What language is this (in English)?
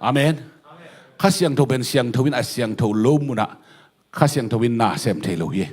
Tedim Chin